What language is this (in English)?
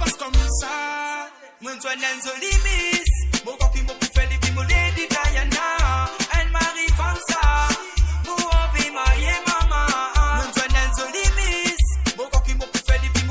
Morisyen